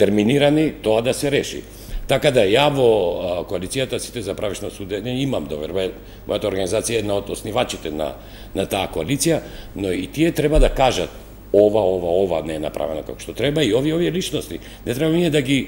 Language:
Macedonian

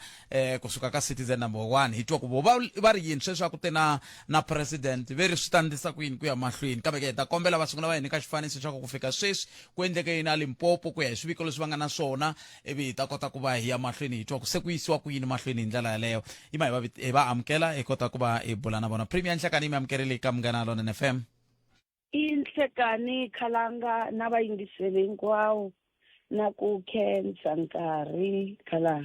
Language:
Tsonga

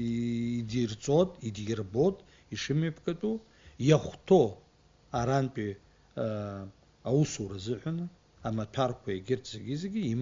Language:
Abkhazian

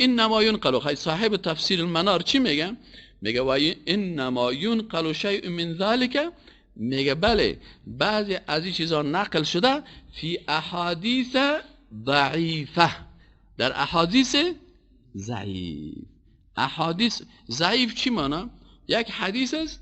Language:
Persian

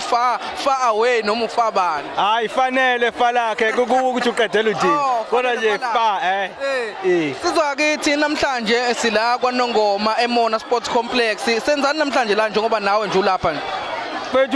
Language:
Zulu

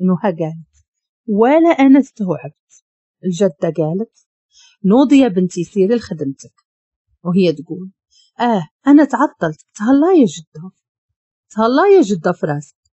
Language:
Moroccan Arabic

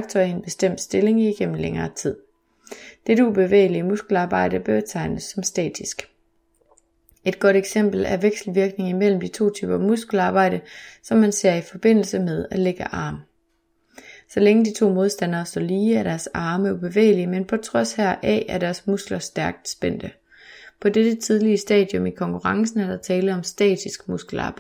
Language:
Danish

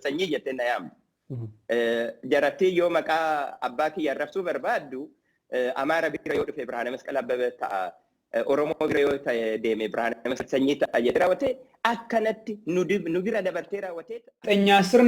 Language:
Oromo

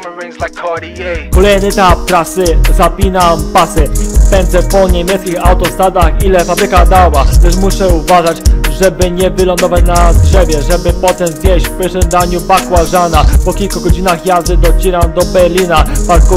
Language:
Polish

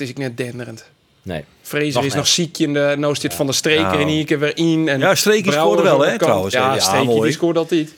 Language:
Western Frisian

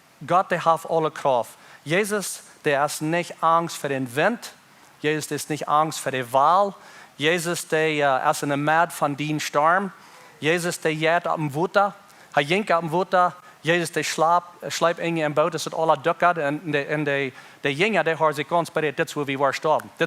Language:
Plautdietsch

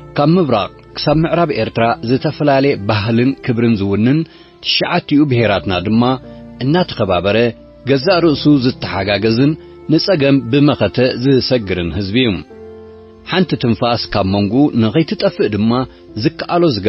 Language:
Tigrinya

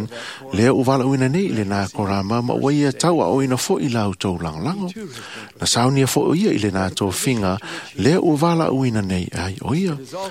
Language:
Samoan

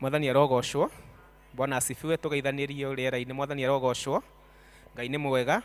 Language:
Kikuyu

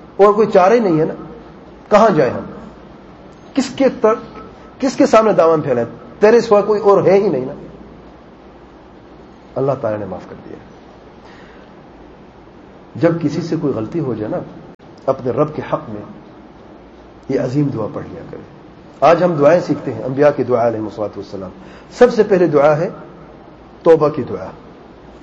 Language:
Urdu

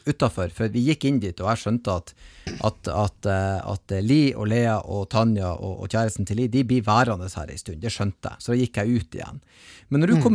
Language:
Norwegian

